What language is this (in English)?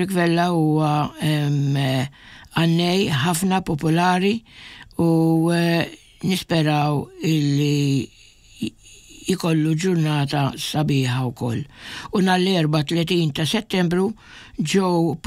Maltese